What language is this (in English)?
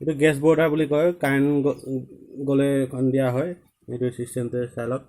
Assamese